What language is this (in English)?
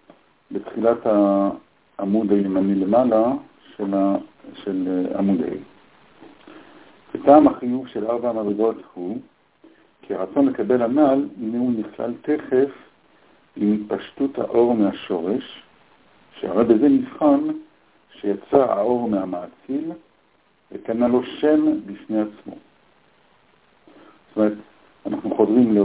Hebrew